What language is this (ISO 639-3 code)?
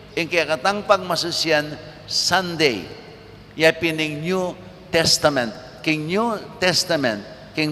pam